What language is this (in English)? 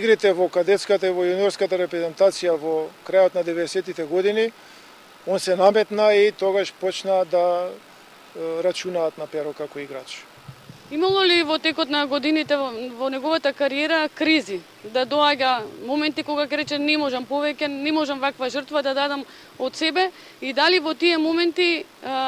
Macedonian